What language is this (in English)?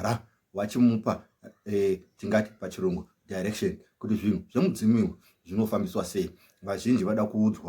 Shona